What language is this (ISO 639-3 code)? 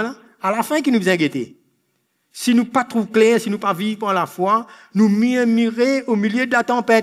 mfe